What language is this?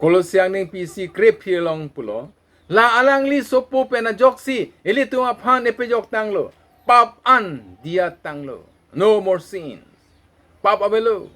Karbi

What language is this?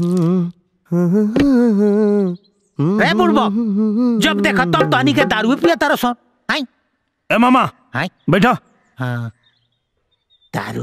Bhojpuri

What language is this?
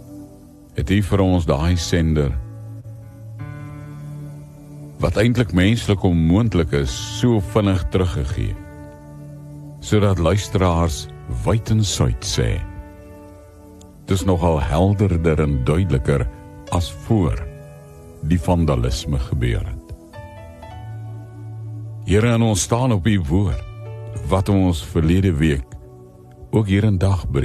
Afrikaans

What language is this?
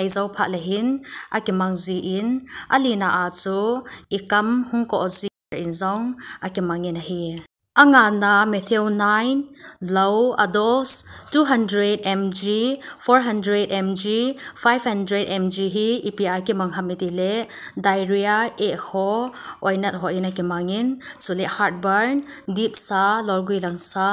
Thado Chin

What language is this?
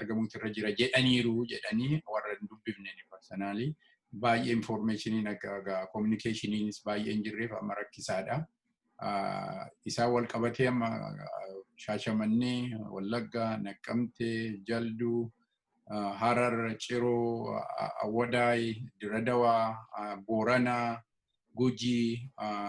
Oromo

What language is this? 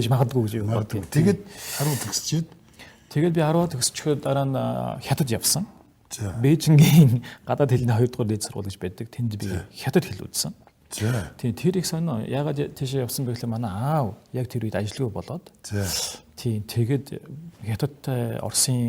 Mongolian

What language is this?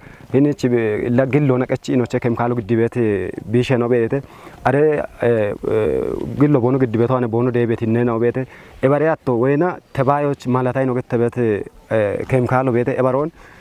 Kafa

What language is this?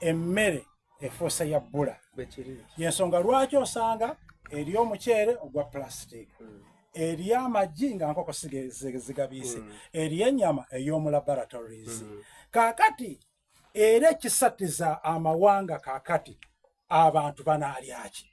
Soga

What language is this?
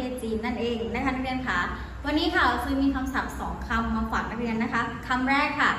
Thai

